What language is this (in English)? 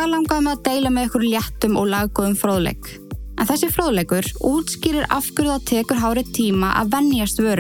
Icelandic